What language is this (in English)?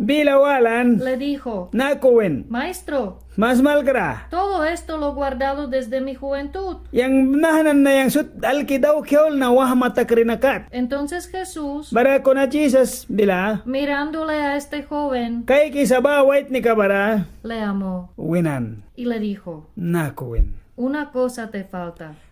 Mískito